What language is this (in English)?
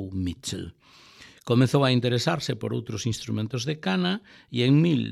Galician